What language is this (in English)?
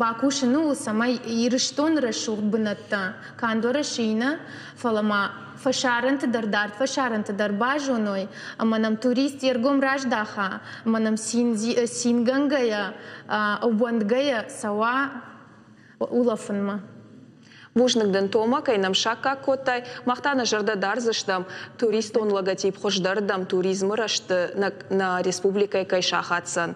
Ossetic